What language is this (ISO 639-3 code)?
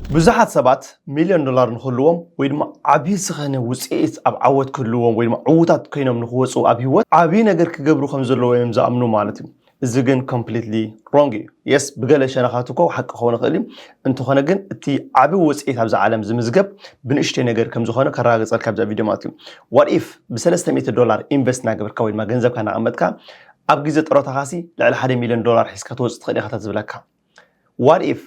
tir